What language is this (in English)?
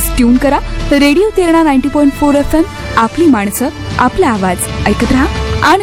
Marathi